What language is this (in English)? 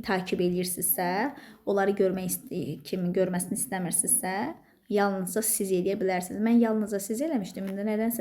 Azerbaijani